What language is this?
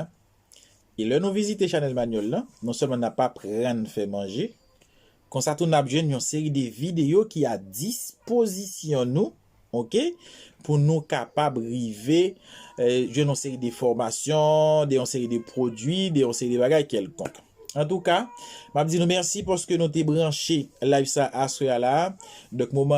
Haitian Creole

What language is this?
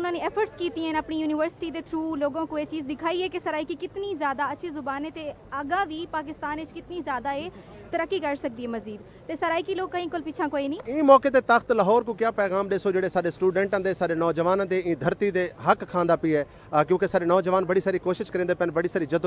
Saraiki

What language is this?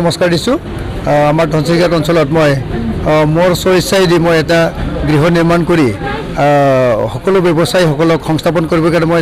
Assamese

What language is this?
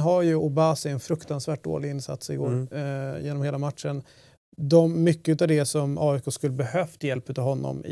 Swedish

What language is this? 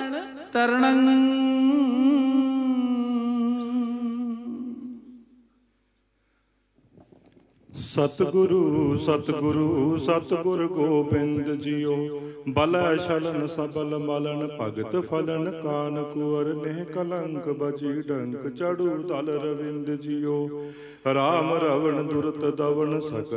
Punjabi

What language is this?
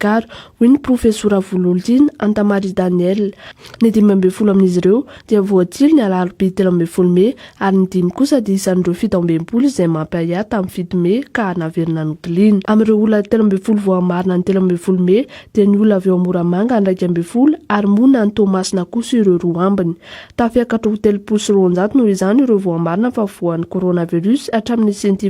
Malagasy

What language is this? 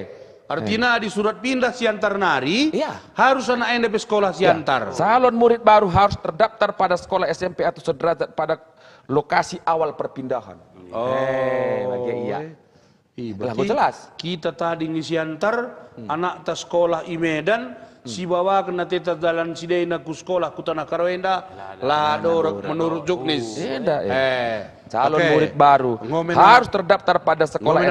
Batak Karo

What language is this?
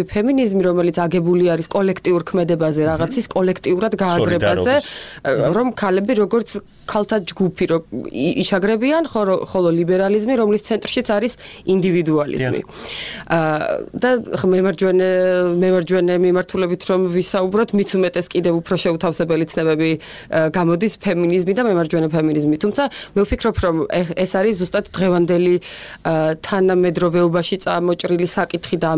Georgian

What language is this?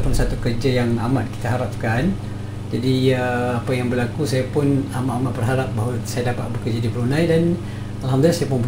Malay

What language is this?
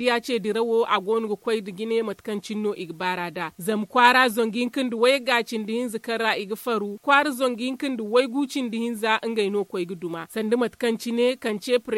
Zarma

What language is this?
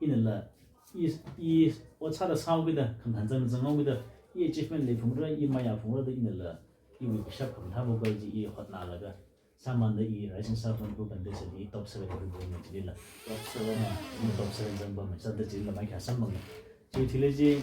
Tangkhul Naga (India)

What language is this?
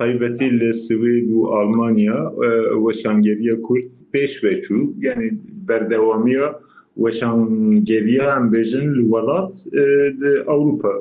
Kurdish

